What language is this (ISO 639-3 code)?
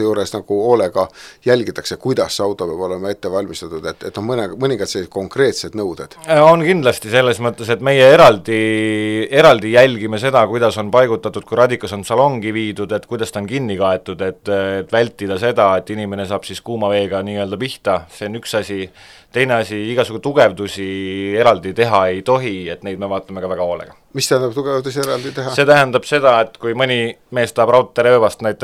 est